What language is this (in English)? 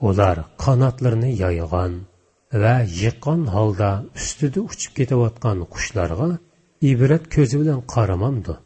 Uyghur